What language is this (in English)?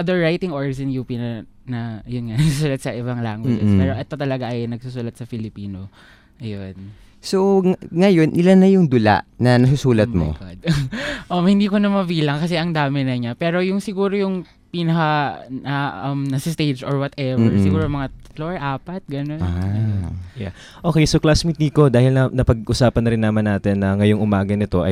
Filipino